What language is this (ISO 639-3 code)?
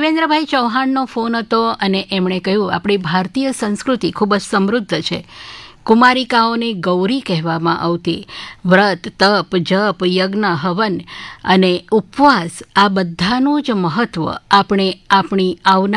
guj